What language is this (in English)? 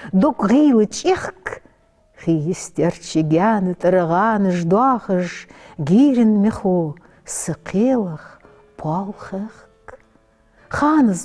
Ingush